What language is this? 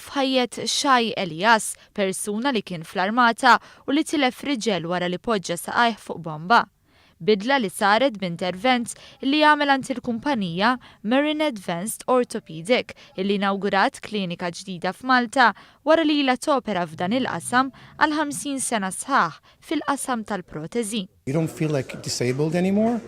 Maltese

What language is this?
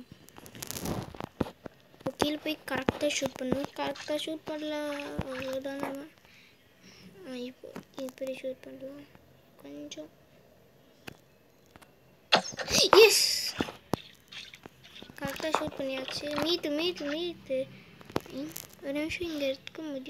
Tamil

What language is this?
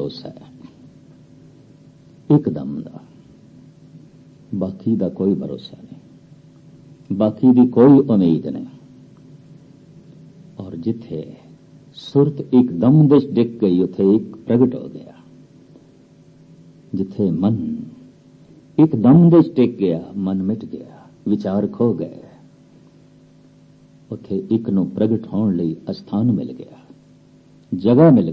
Punjabi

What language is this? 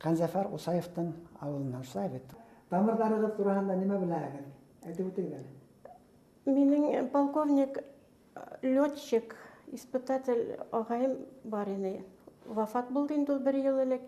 Bashkir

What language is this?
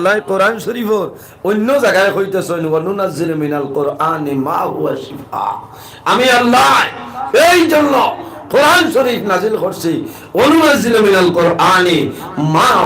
Sylheti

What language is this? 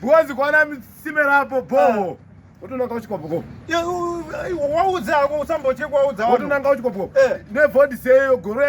Shona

